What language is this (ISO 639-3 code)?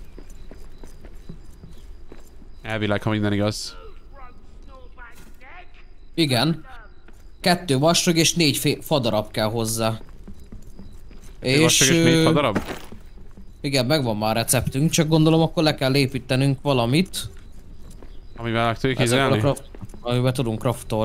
hun